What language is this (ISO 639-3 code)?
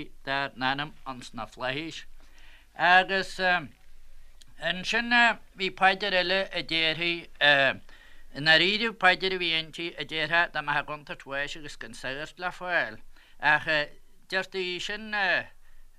gle